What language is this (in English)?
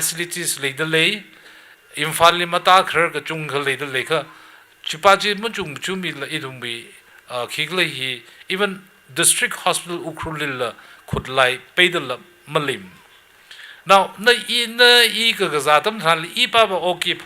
Tangkhul Naga (India)